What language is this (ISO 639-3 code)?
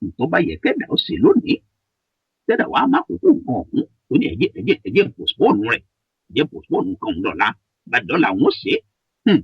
yor